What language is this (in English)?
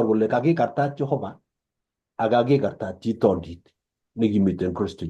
Kalenjin